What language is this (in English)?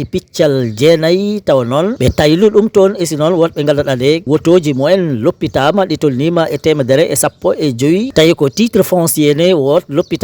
Fula